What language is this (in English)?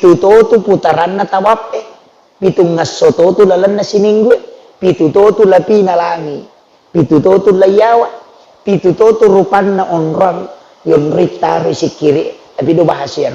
Buginese